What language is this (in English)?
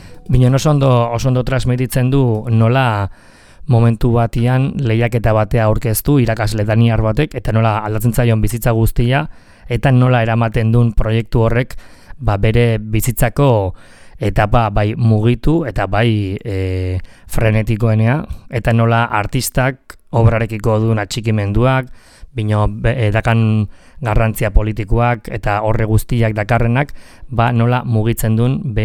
Basque